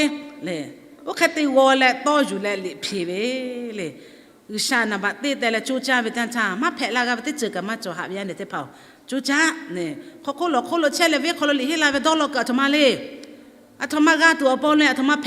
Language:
Lahu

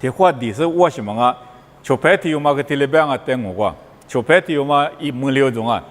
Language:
Lisu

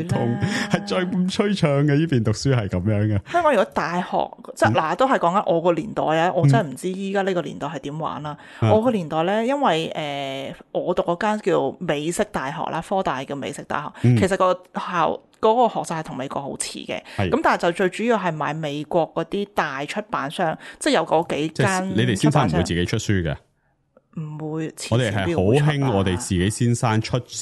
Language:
Cantonese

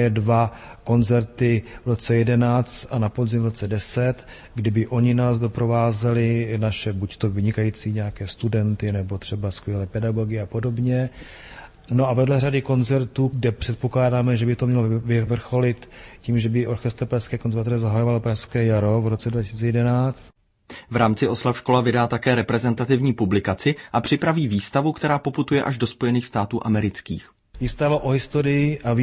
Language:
Czech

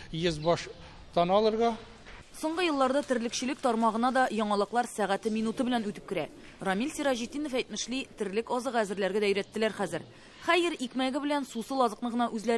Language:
Tatar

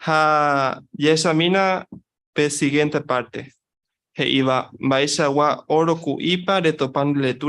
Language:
Guarani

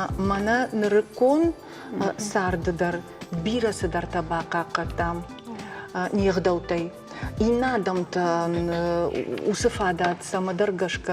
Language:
Ossetic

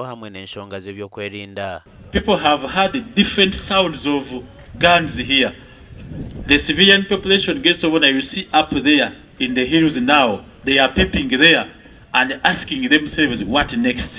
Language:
Nyankole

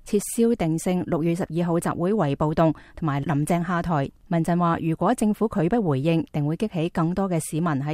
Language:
Cantonese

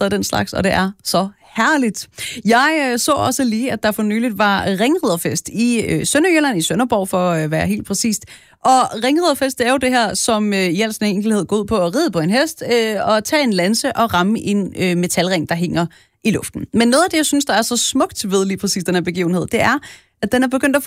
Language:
Danish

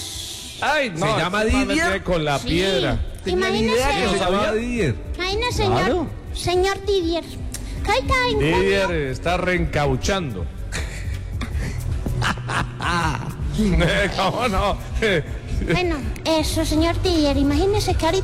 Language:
Spanish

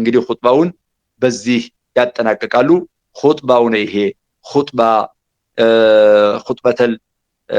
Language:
Amharic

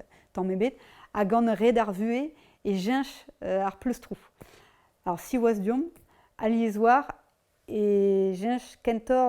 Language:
Breton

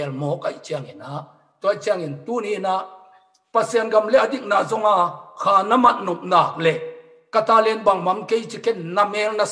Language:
Tedim Chin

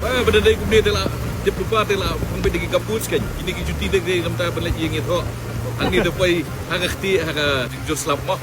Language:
Khasi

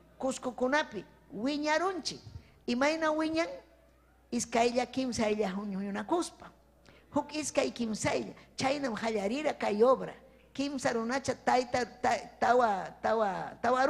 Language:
Ayacucho Quechua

